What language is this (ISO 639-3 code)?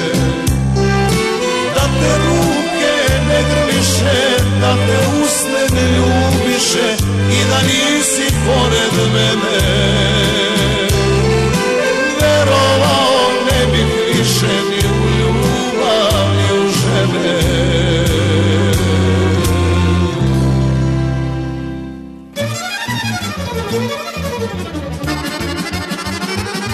srp